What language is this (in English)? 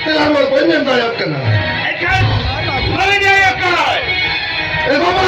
Santali